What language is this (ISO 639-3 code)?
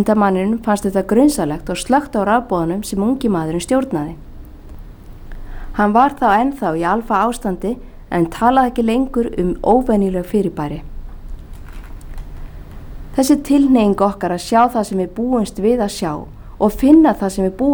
isl